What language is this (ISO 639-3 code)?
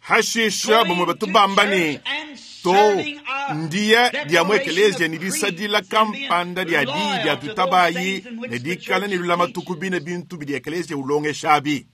lua